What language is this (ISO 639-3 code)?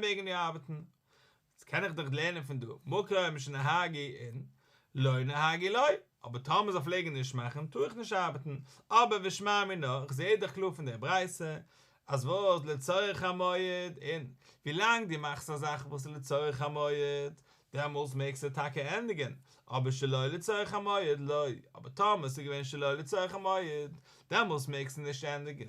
yid